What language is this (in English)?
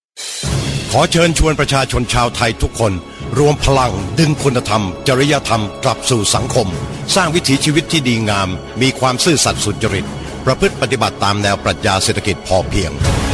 Thai